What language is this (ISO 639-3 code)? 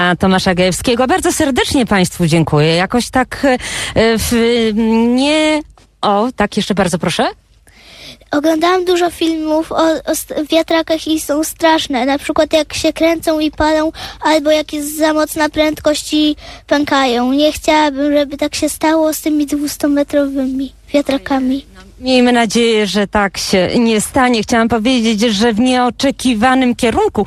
pol